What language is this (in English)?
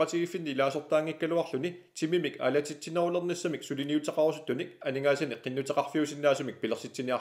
Kalaallisut